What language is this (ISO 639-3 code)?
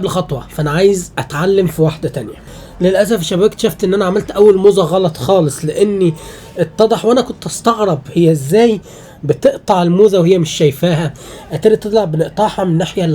arz